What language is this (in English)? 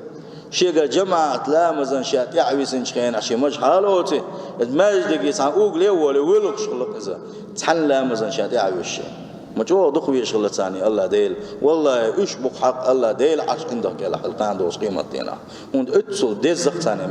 Chechen